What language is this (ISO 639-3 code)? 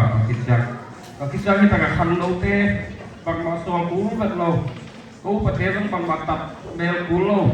ctd